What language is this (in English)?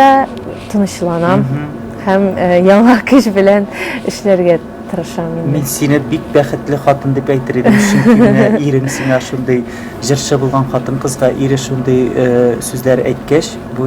Tatar